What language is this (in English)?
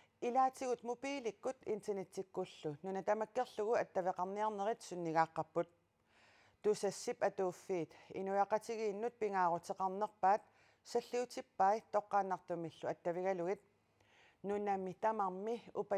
Kalaallisut